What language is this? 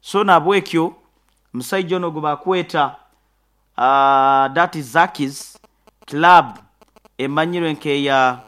Nyoro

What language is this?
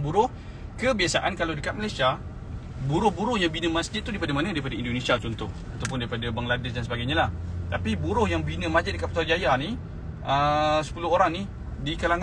Malay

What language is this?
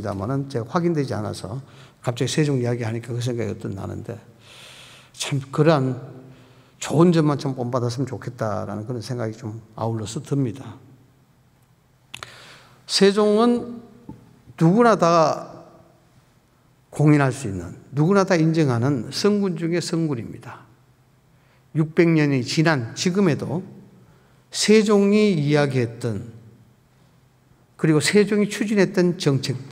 Korean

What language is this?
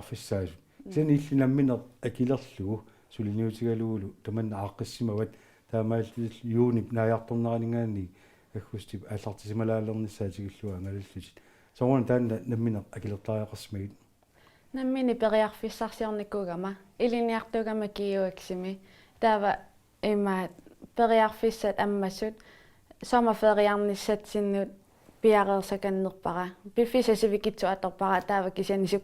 Kalaallisut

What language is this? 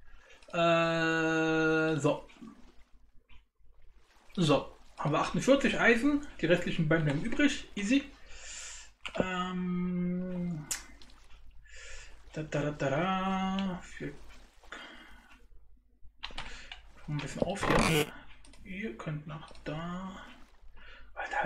German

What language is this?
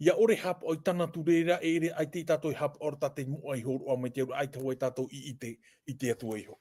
Tahitian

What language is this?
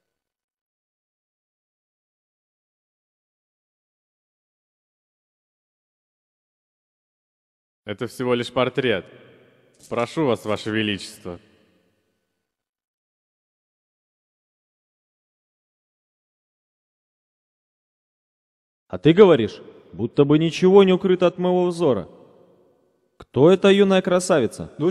Russian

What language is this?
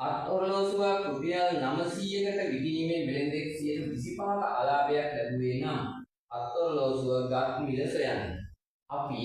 Sinhala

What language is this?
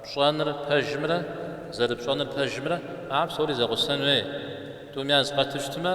Kabardian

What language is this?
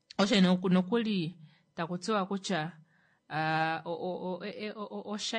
Kuanyama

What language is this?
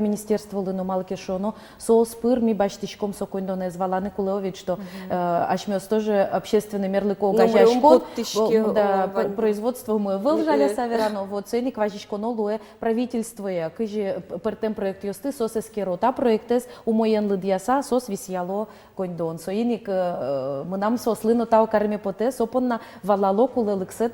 Udmurt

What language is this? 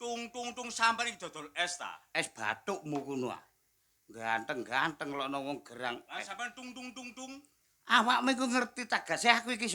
Javanese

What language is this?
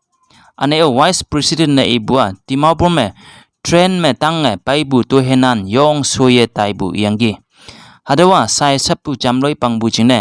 Konyak Naga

